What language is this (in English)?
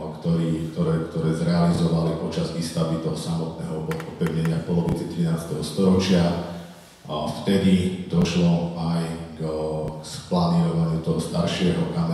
Slovak